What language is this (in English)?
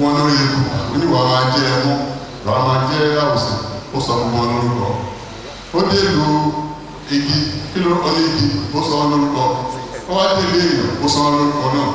Yoruba